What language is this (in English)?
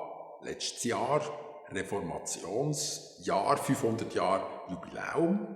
Swiss German